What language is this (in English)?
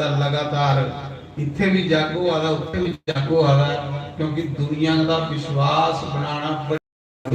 Dogri